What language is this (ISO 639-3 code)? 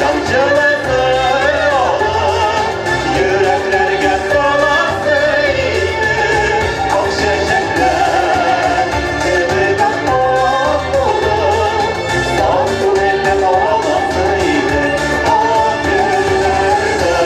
tat